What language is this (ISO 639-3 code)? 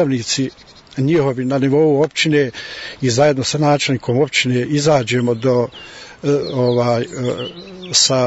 bos